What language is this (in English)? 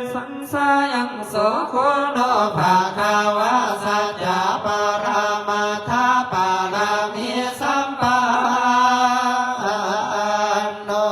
Pali